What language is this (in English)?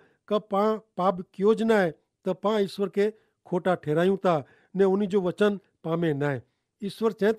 Kachhi